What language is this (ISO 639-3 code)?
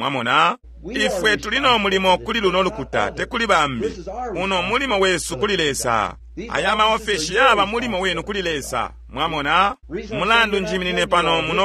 bem